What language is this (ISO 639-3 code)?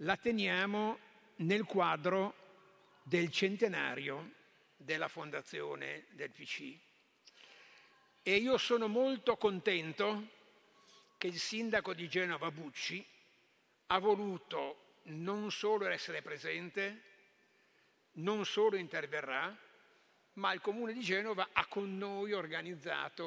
ita